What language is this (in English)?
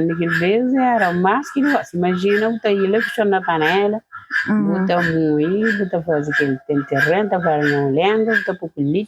Kabuverdianu